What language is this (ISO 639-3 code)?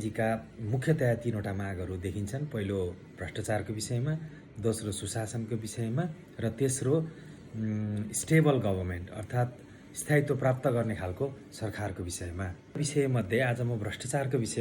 nep